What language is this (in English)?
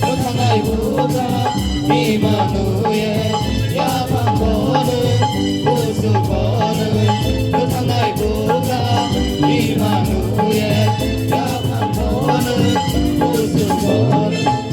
Kok Borok